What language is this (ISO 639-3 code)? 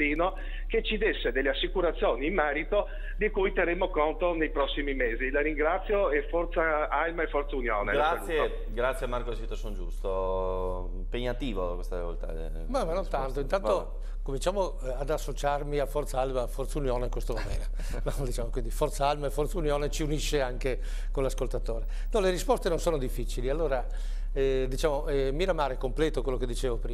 ita